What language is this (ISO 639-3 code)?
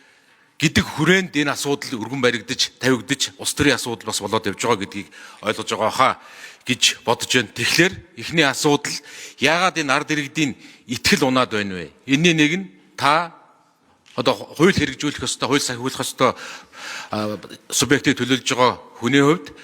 mon